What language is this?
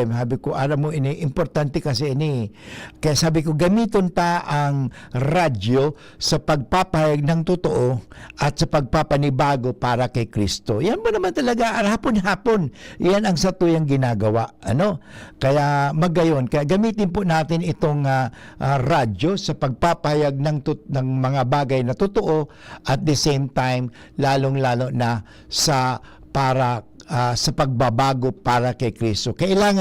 Bikol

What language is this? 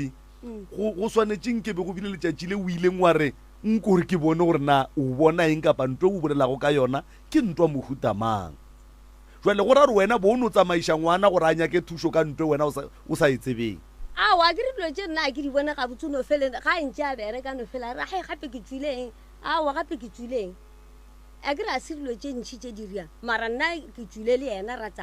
Northern Sotho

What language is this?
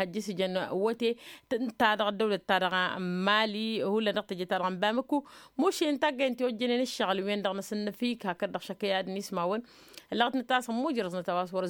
Tamasheq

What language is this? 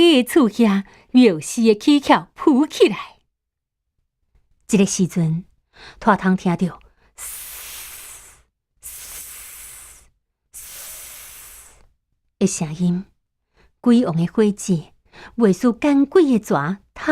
Min Nan Chinese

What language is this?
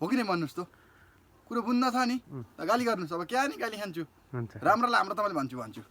Nepali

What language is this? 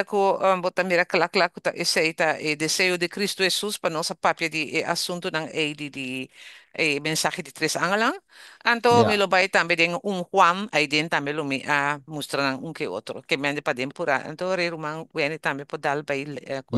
Papiamento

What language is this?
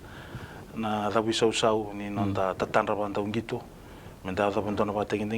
Fijian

